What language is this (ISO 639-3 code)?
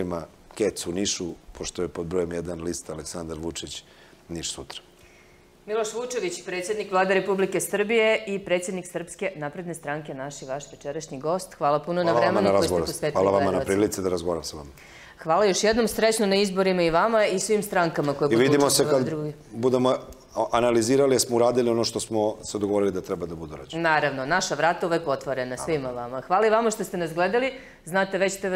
srp